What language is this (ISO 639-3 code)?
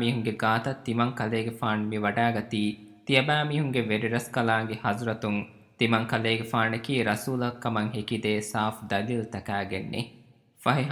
div